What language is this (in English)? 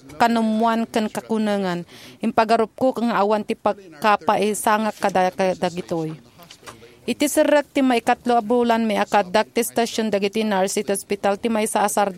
Iloko